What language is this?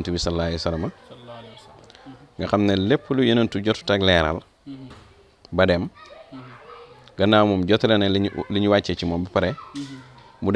Wolof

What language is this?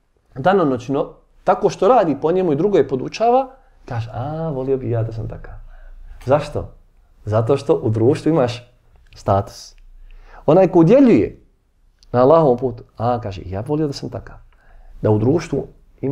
Bosnian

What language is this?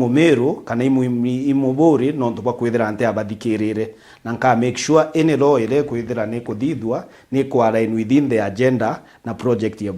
Meru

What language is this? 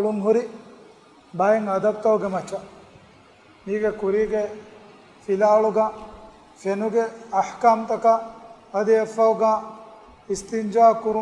Divehi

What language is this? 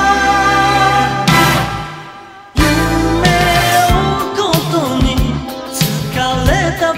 Japanese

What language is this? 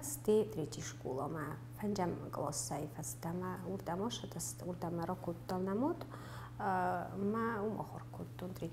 Ossetic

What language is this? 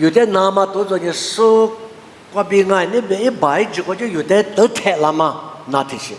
Lisu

